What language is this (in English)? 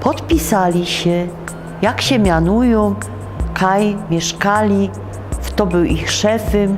Silesian